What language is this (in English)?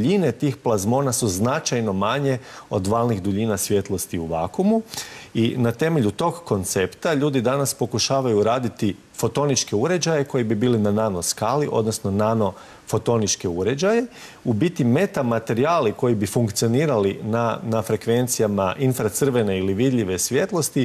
Croatian